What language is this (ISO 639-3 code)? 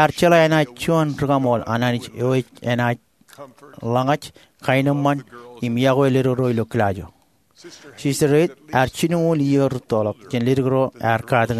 mah